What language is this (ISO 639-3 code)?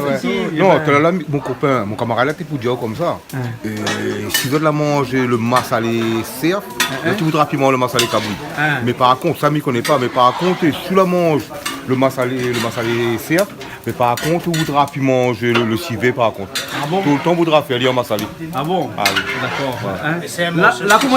rcf